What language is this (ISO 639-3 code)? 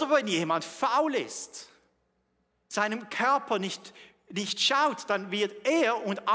gsw